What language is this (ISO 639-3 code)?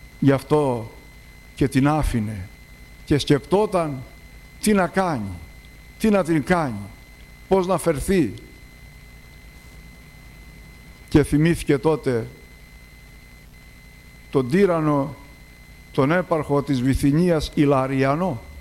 ell